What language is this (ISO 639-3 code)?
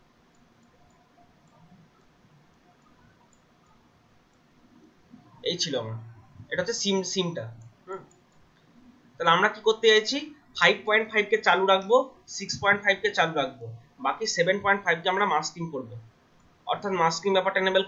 ben